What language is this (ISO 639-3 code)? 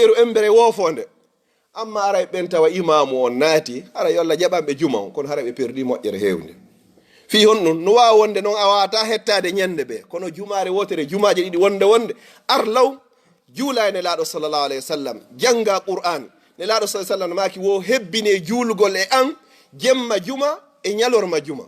ful